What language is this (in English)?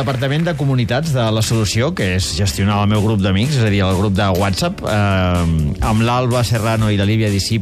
Catalan